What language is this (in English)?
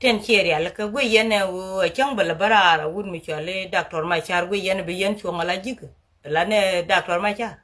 Nuer